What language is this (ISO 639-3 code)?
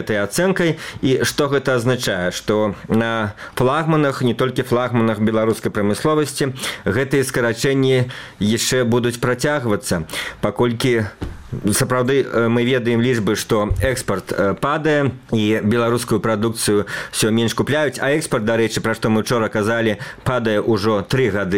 bel